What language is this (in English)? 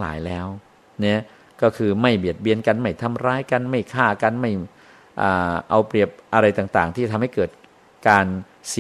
Thai